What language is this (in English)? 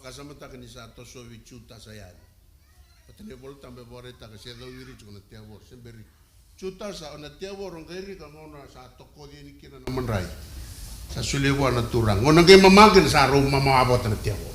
Fijian